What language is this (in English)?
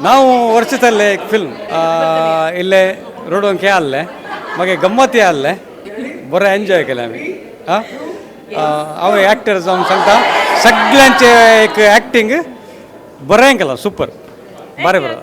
Konkani